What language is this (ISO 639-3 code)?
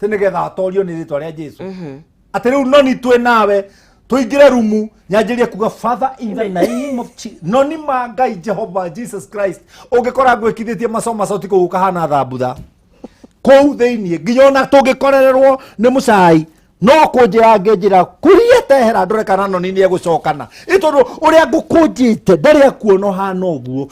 kik